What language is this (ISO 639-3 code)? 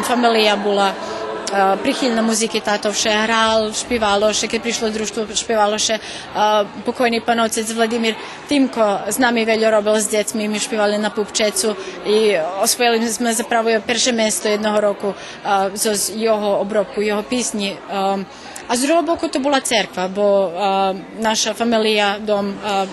rue